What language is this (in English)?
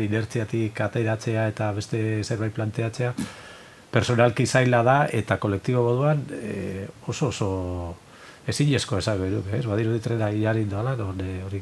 Basque